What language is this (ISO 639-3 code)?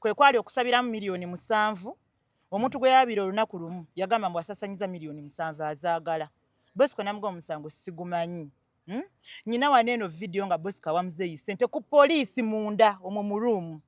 lug